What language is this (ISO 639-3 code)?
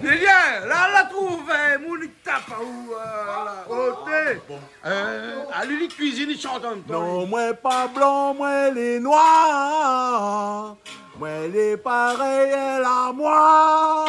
rcf